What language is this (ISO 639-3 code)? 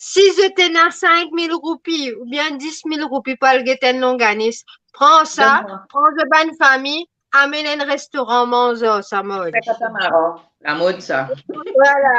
mfe